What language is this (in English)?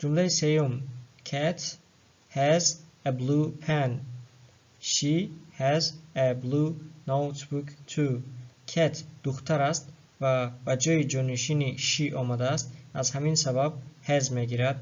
Tajik